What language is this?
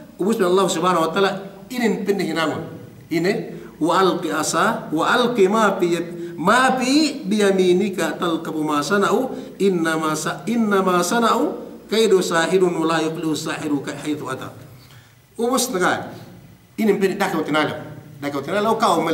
Yakan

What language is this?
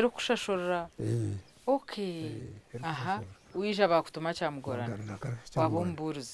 Nyankole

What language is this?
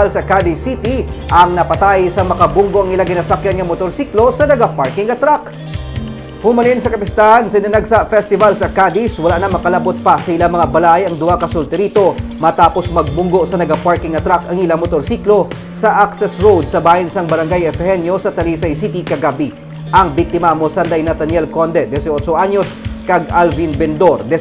Hiligaynon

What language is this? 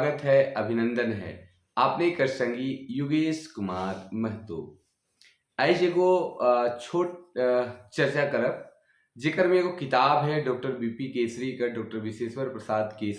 Sadri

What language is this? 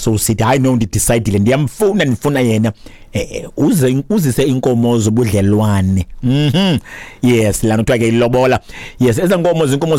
Xhosa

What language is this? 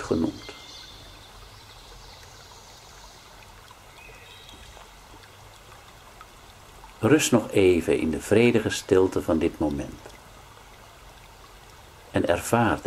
Dutch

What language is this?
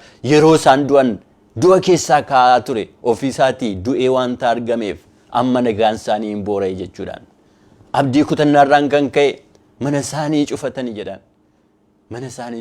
Oromo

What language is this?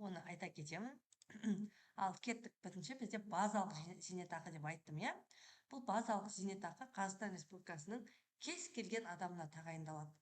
Kazakh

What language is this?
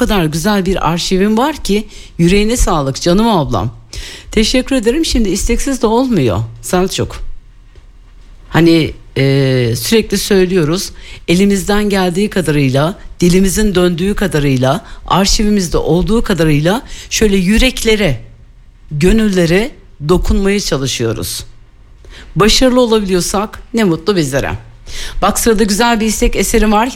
Turkish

